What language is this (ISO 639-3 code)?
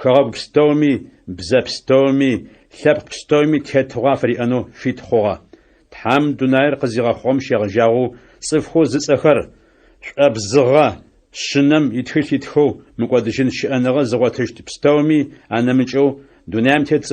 ady